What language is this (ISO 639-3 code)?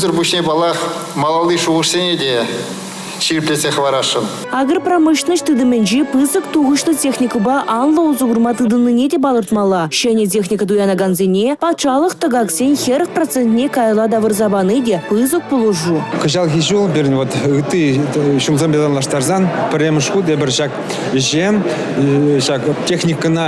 chv